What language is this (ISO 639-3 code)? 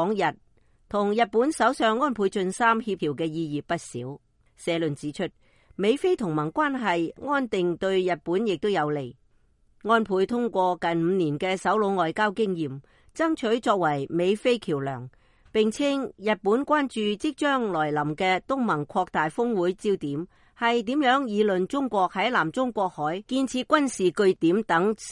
yue